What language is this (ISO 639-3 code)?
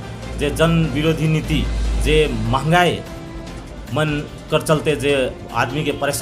sck